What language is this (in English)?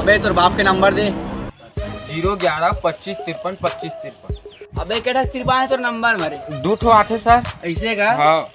Chhattisgarhi